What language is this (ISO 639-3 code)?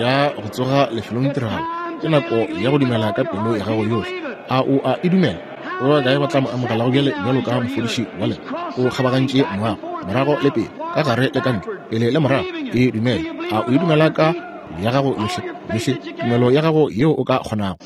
nso